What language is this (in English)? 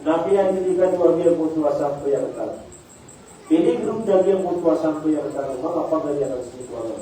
Maranao